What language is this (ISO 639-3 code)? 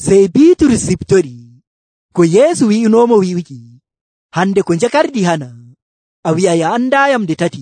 fuv